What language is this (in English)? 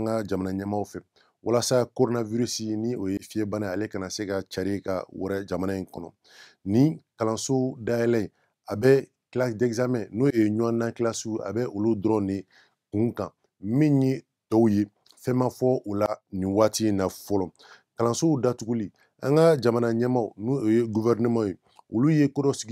Bambara